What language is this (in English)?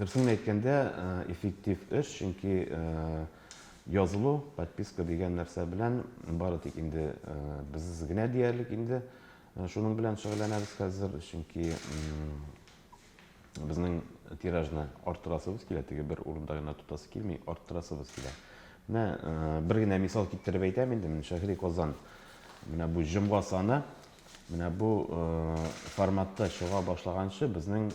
Tatar